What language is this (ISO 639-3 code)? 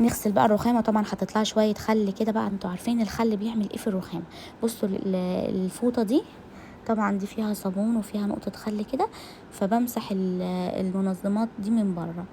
arz